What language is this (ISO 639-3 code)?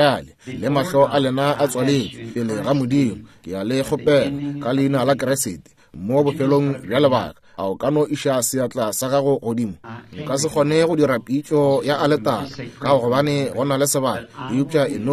nso